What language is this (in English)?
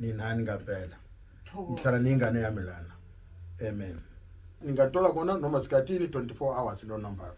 Zulu